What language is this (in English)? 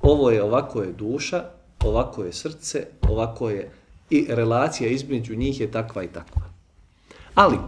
Bosnian